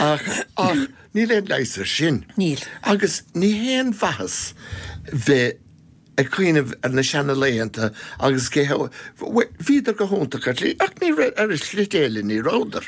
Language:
Irish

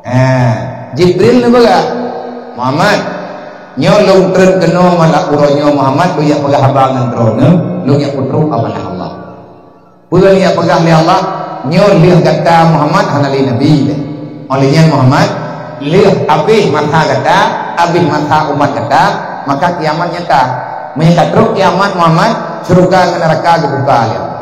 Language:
Achinese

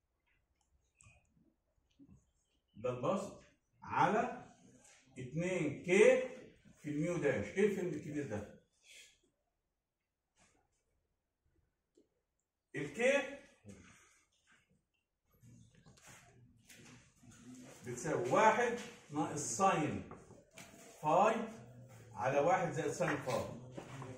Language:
Egyptian Arabic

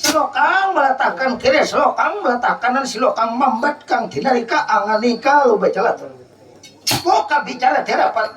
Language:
Banjar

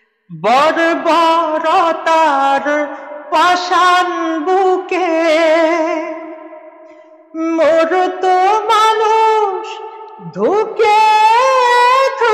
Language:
Bangla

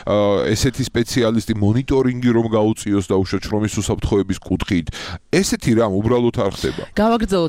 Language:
Georgian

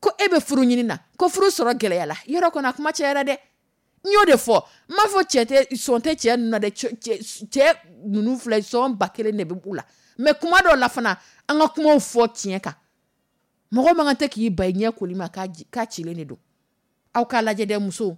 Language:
Dyula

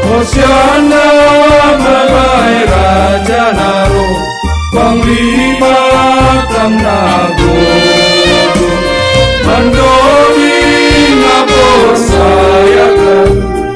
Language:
Batak Simalungun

